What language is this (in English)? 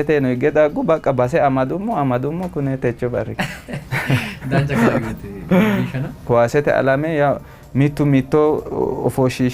Sidamo